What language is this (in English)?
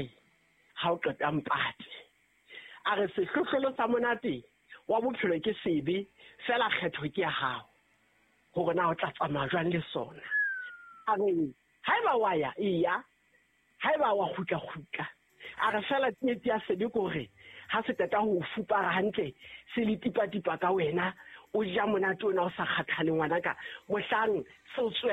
Southern Sotho